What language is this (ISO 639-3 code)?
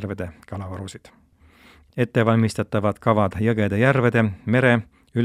est